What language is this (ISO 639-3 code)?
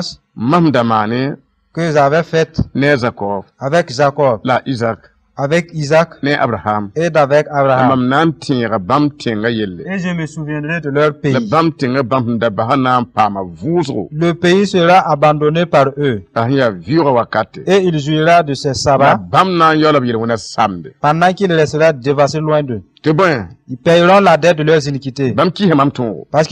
mos